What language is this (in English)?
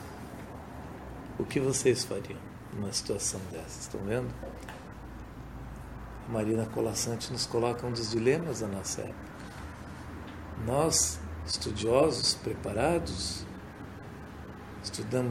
Portuguese